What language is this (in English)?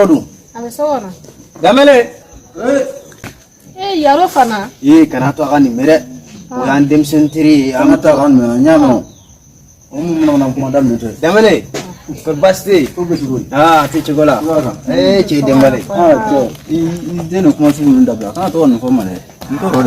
Bambara